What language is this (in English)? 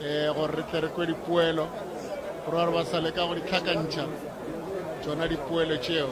Northern Sotho